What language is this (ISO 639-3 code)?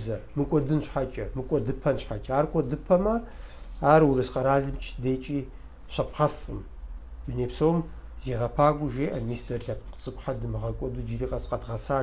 kbd